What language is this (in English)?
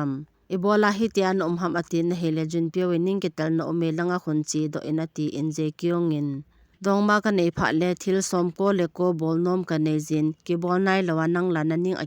Thado Chin